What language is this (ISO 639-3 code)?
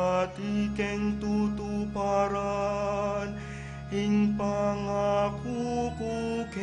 pam